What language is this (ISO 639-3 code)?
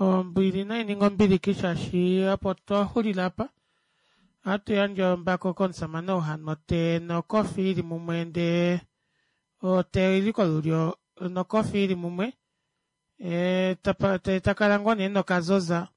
kua